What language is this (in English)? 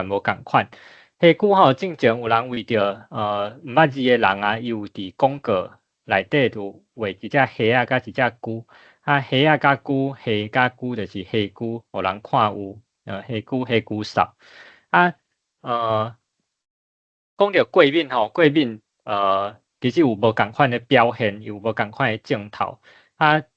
Min Nan Chinese